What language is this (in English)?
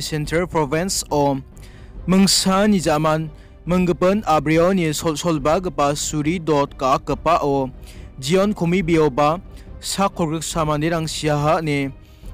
Garo